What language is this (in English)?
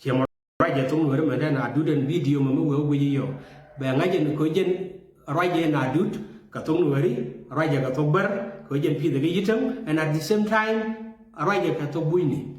Nuer